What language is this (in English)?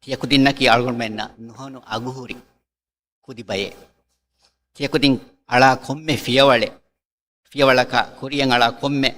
Divehi